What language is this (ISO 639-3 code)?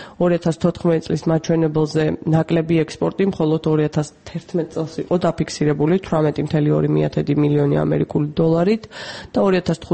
kat